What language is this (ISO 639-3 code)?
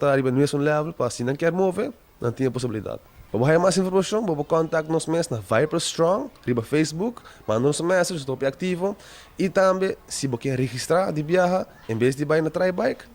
pap